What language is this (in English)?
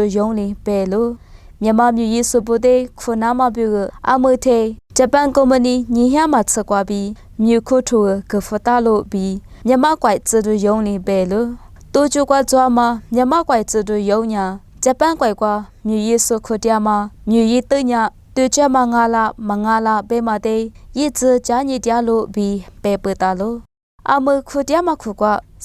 Lisu